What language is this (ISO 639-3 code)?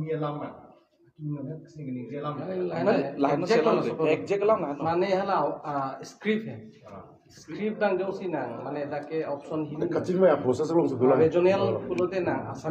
mjw